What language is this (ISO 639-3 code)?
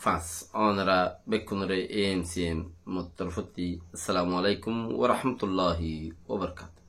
rhg